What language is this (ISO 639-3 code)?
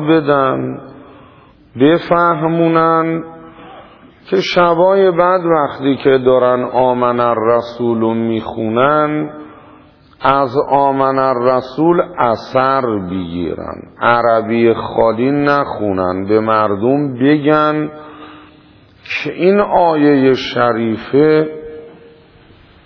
fas